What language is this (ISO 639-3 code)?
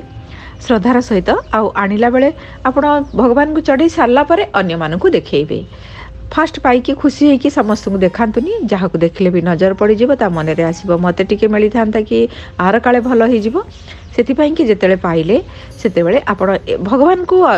ori